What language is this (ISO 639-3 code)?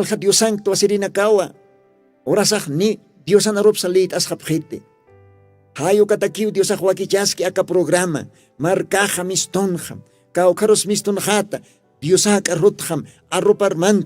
aym